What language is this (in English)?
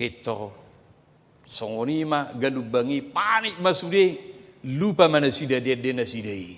Batak Toba